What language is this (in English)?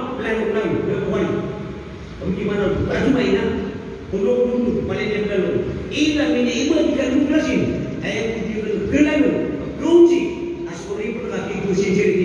Maranao